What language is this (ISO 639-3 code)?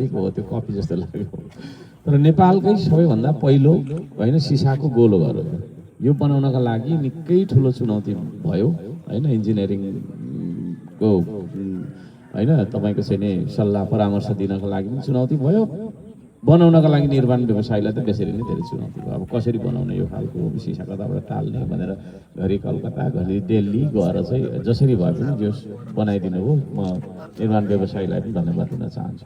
nep